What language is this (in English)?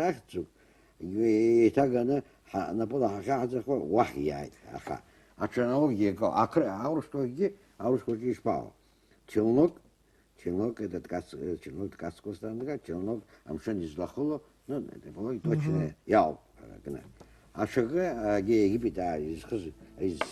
Abkhazian